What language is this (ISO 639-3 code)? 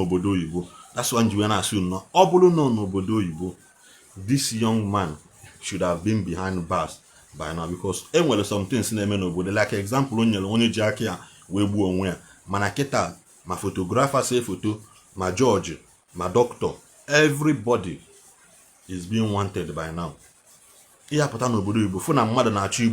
ibo